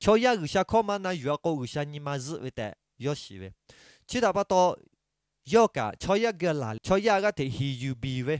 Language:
Lahu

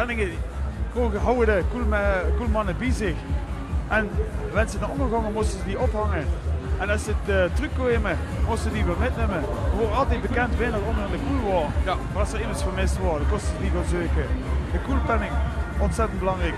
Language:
Limburgish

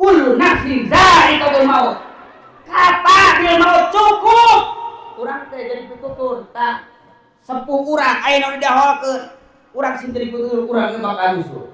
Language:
Sundanese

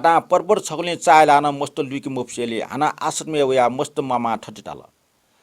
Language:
Newari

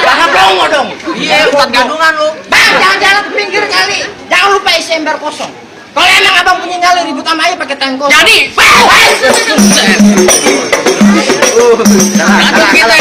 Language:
Betawi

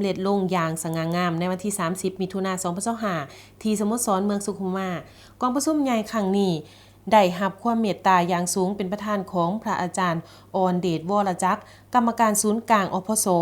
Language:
Lao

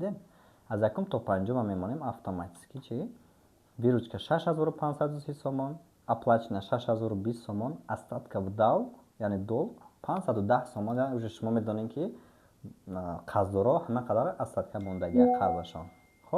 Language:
Tajik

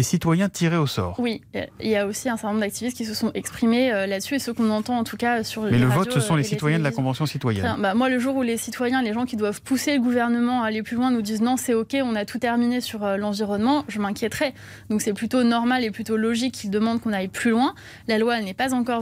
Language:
French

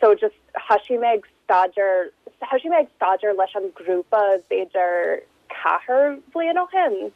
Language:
Irish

